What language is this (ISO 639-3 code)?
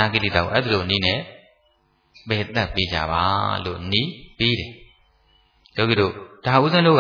mya